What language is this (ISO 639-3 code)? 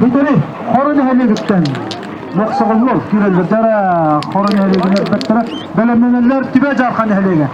sah